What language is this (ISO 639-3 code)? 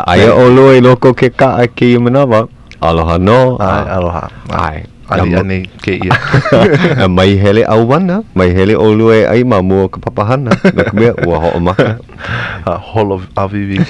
haw